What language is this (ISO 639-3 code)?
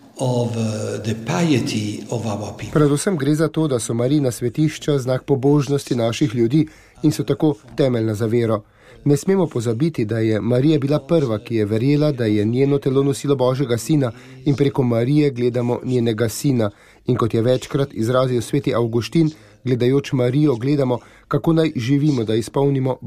slv